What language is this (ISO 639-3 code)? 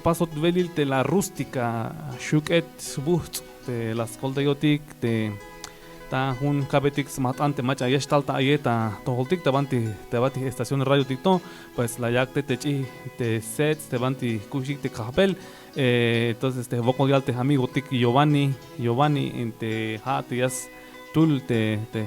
tzh